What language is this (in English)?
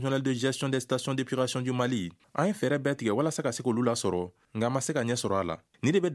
Bambara